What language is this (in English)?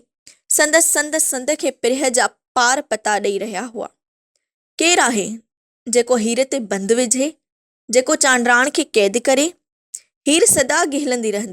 Sindhi